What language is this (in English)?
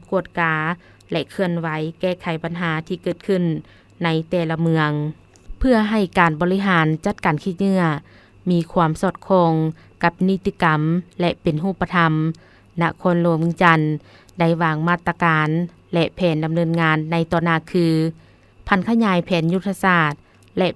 Lao